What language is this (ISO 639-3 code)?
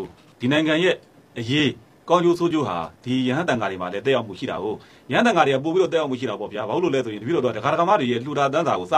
mya